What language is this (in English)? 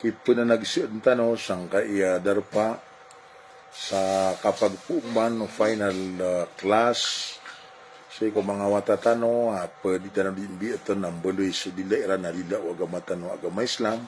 Maranao